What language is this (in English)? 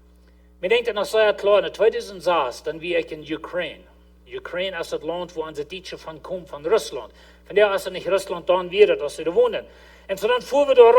Plautdietsch